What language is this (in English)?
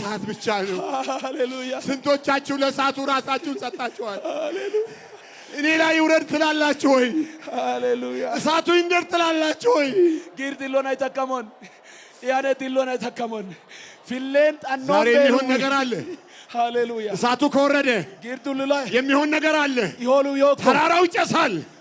Amharic